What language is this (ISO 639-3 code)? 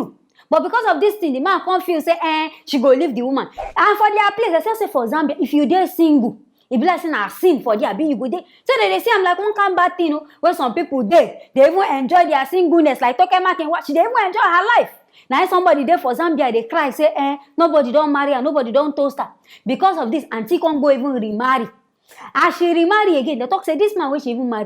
pcm